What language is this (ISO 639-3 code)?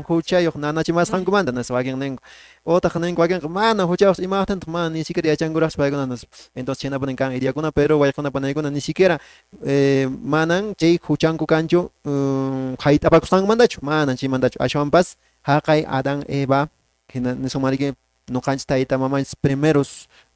que